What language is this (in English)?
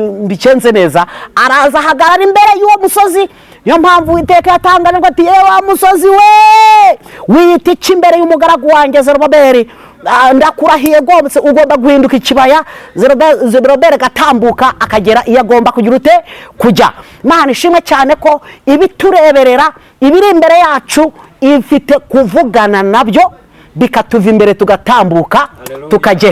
Kinyarwanda